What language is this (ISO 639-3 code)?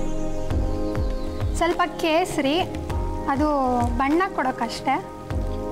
kan